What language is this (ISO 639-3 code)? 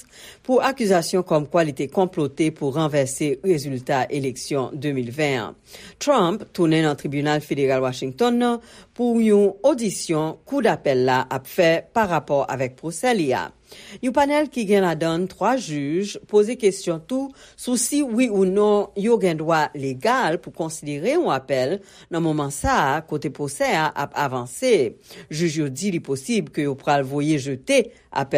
hat